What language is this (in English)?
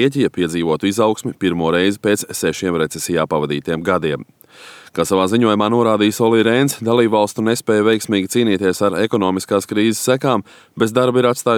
Latvian